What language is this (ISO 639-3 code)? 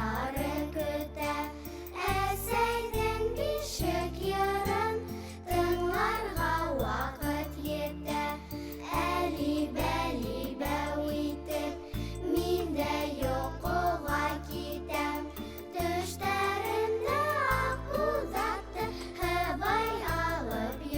bak